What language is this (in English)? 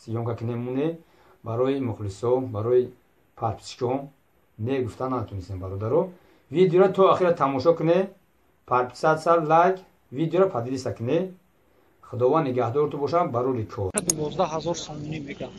Tajik